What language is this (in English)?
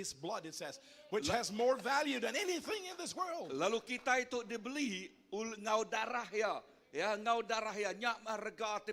Iban